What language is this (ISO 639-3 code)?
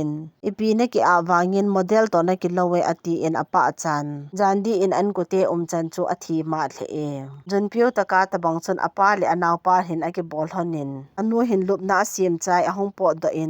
tcz